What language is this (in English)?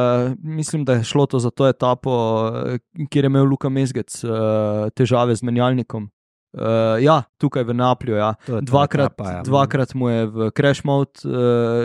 Slovenian